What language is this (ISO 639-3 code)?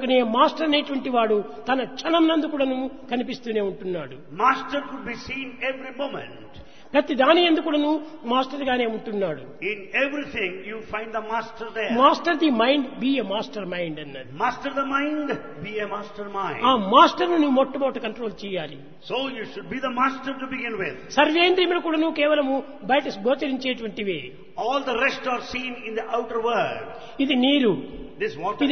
tel